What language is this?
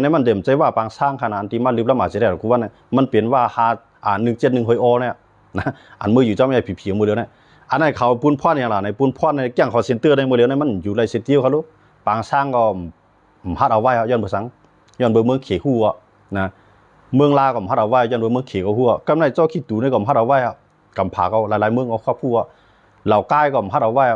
Shan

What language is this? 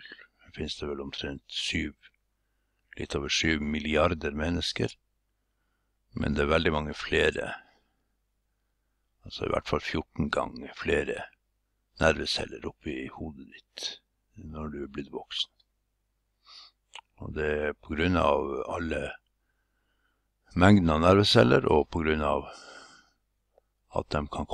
Norwegian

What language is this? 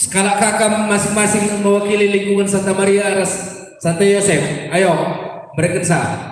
Batak Karo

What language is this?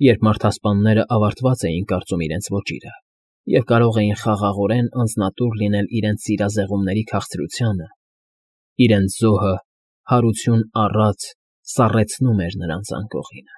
Armenian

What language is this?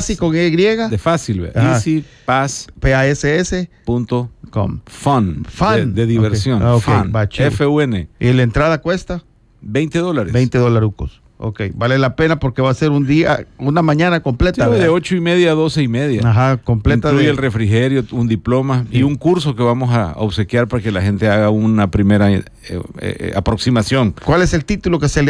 Spanish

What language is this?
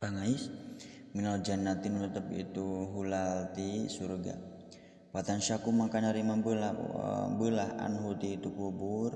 Sundanese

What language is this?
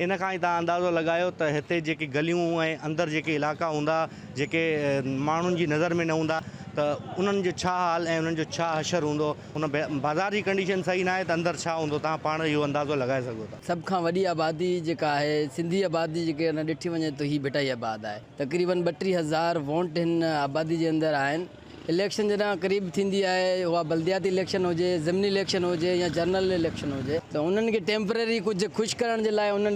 Sindhi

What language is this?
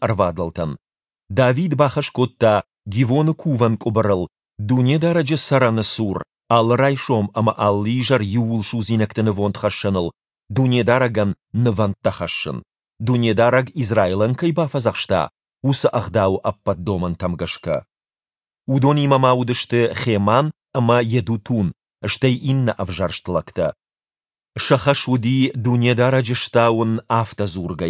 Ossetic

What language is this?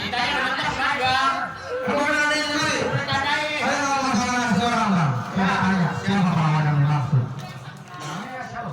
Betawi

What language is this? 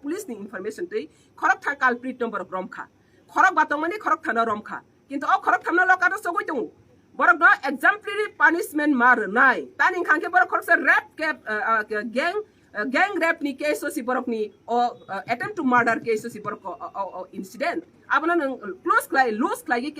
Riang (India)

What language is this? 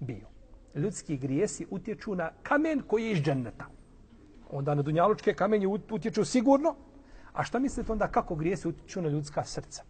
Bosnian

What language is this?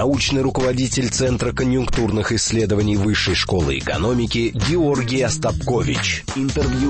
Russian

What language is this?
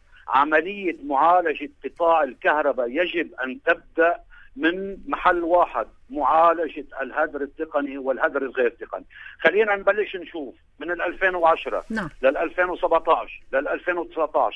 North Levantine Arabic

